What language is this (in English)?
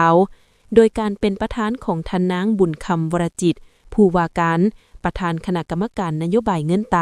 Lao